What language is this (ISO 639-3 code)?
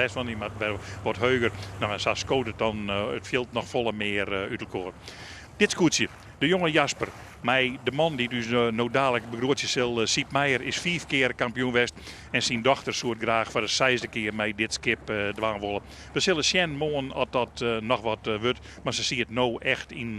fry